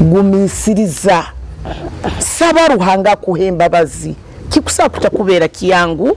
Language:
Nyoro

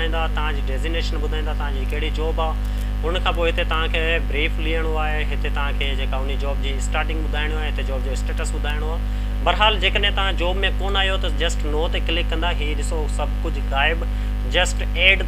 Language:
Sindhi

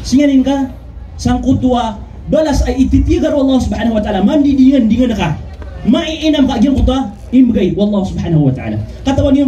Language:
Maranao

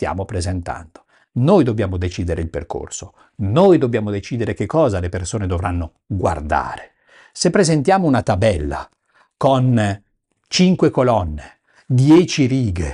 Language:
Italian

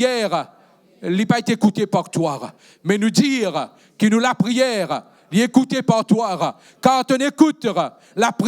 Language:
Morisyen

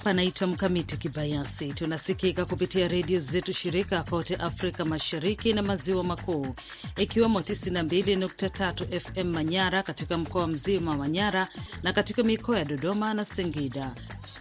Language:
Swahili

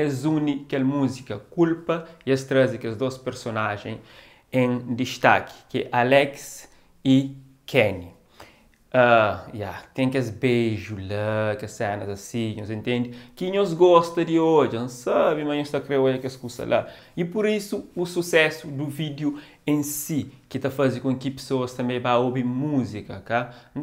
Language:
Kabuverdianu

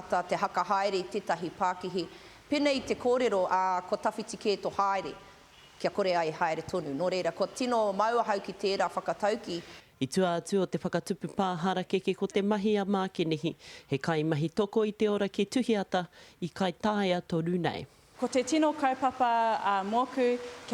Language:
Māori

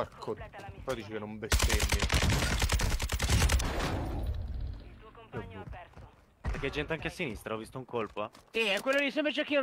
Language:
Italian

